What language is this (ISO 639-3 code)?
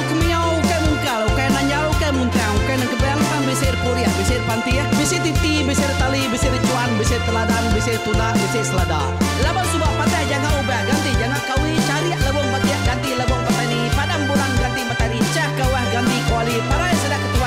iba